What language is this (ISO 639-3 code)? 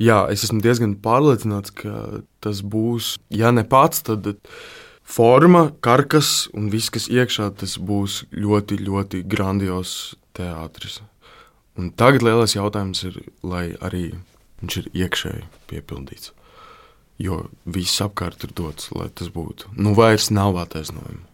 lav